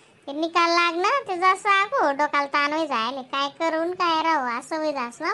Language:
Khandesi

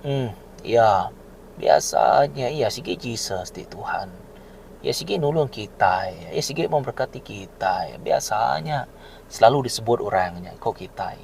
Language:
Iban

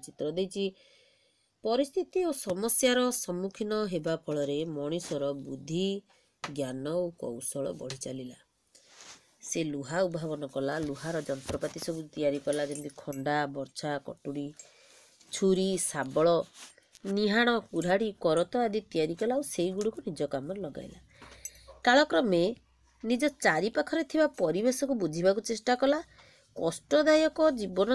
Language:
Odia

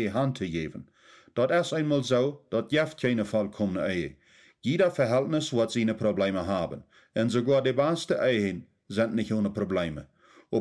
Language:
Plautdietsch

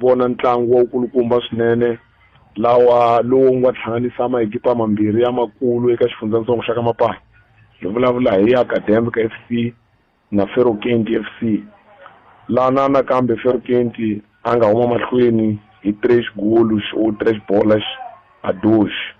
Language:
Tsonga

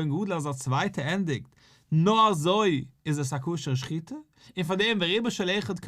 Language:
Yiddish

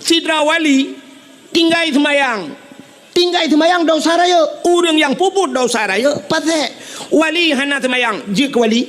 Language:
Achinese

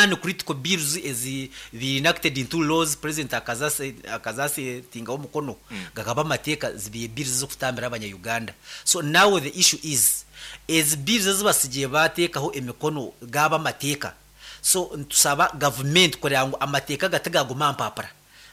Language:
Nyankole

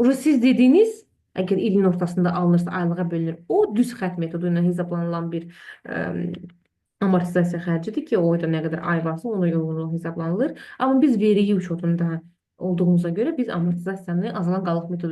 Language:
Azerbaijani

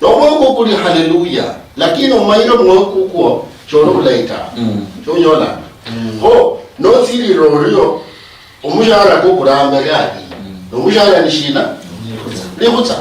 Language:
Luyia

